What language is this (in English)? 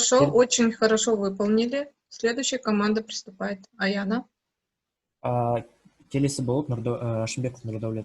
Kazakh